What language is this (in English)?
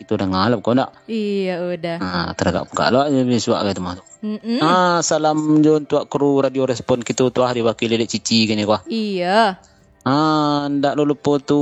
Minangkabau